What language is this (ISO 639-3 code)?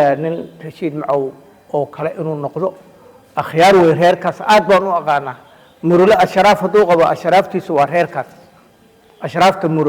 som